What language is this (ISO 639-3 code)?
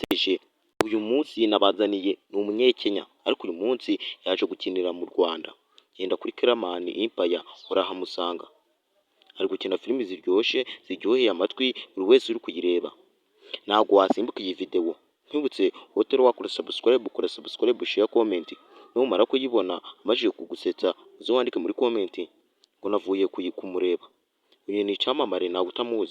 kin